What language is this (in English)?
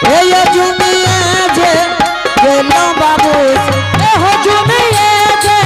Angika